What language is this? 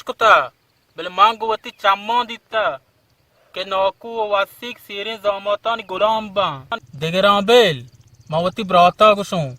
Baluchi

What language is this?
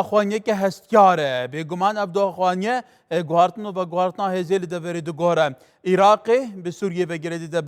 Kurdish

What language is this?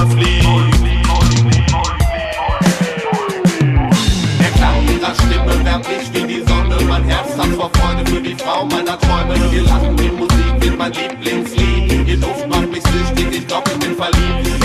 German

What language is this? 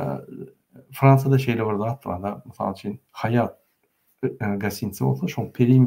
Turkmen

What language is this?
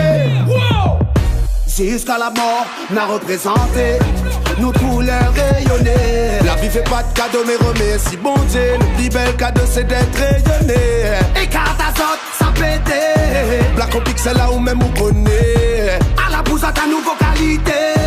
Réunion Creole French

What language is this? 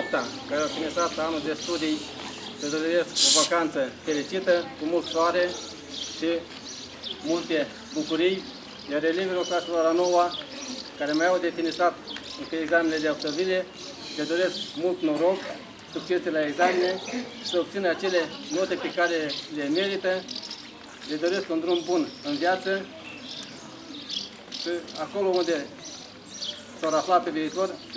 Romanian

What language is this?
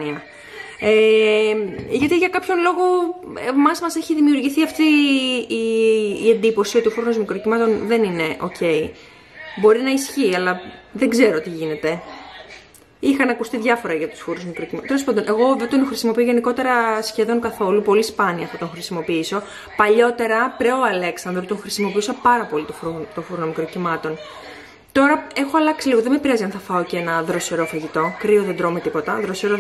Greek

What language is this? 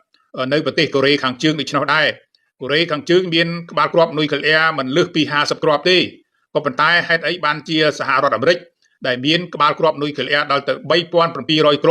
Khmer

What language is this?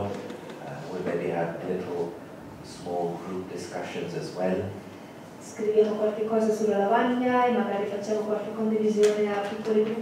Italian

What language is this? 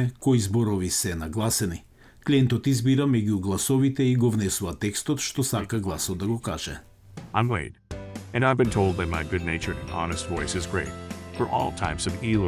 Macedonian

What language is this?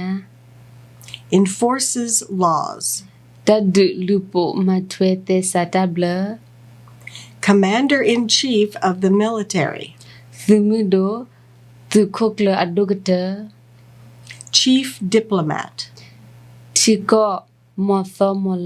S'gaw Karen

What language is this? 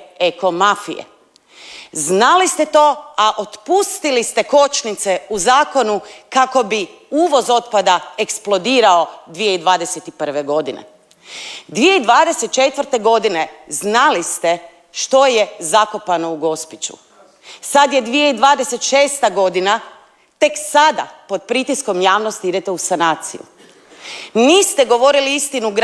Croatian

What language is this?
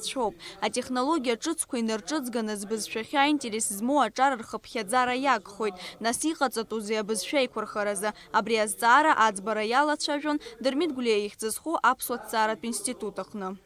Abkhazian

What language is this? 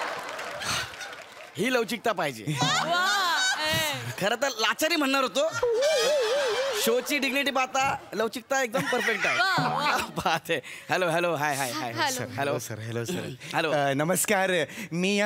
Marathi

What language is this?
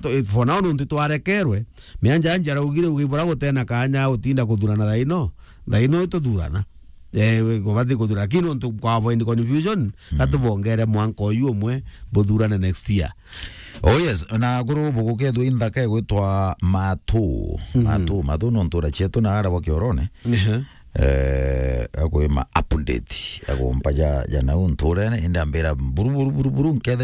Meru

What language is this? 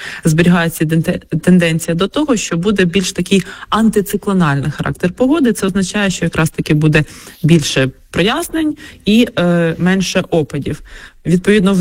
Ukrainian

